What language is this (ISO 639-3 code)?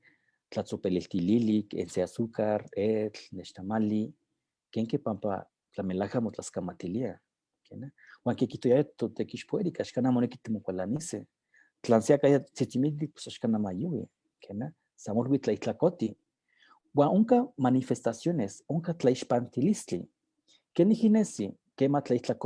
nhe